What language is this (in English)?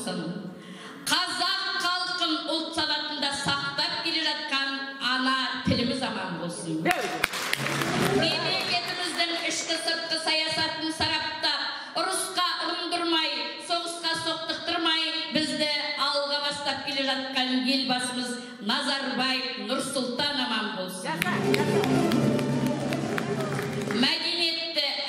Kazakh